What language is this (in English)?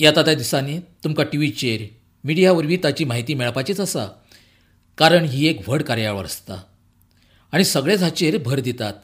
Konkani